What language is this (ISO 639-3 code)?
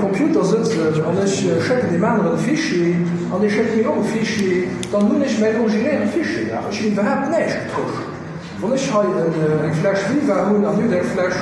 ltz